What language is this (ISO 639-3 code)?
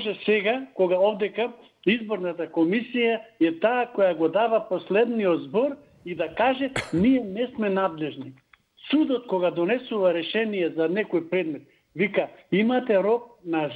mkd